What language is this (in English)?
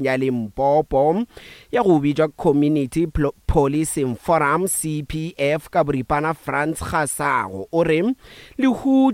Northern Sotho